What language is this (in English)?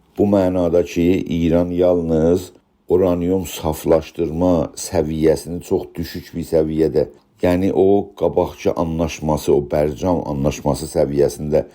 South Azerbaijani